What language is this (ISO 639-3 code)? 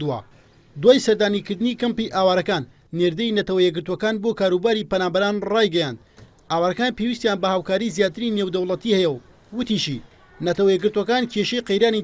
ckb